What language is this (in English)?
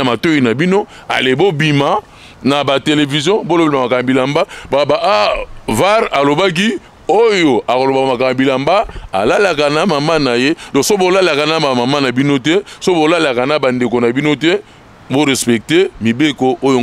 Lingala